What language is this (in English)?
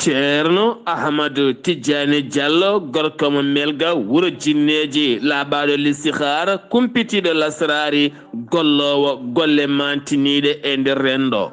Fula